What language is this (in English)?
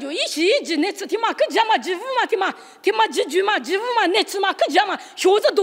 Lisu